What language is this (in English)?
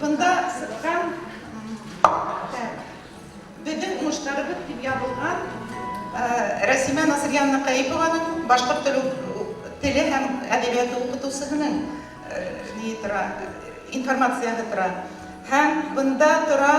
Bashkir